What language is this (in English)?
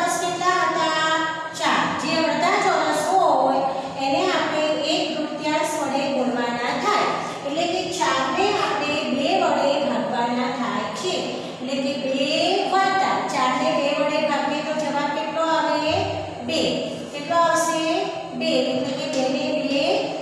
Gujarati